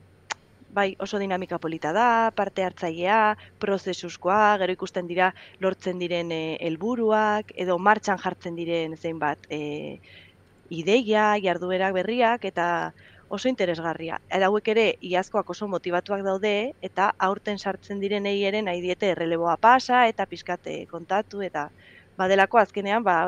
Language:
Basque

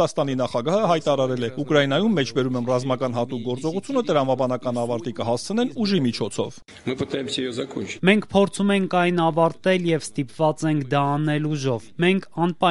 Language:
Armenian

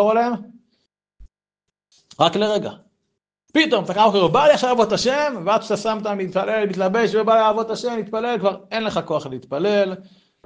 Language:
Hebrew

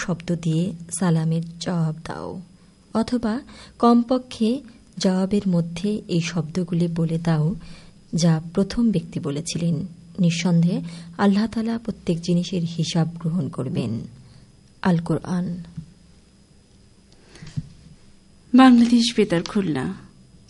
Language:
Bangla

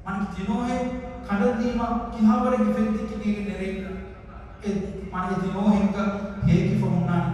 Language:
Divehi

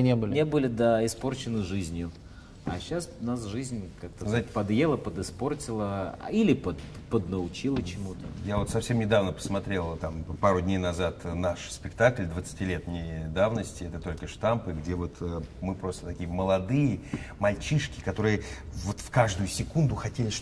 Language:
Russian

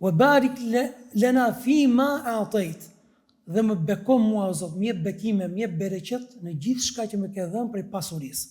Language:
Albanian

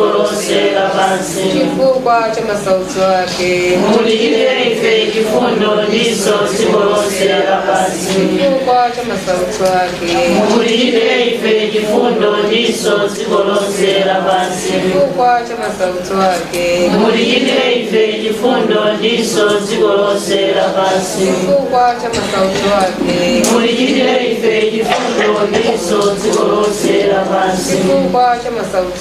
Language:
Nyanja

